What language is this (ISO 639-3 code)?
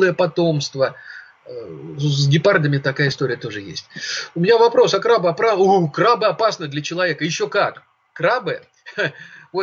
rus